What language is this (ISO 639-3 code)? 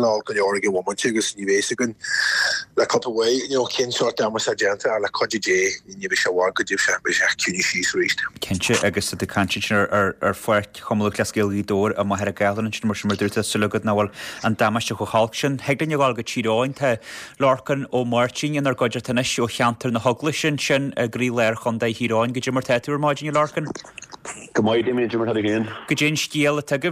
gle